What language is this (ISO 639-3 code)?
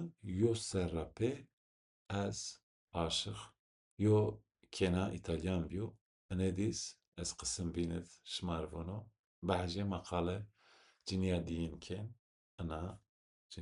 zza